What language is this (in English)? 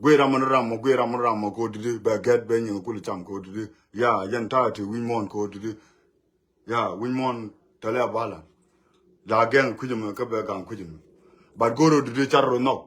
Nuer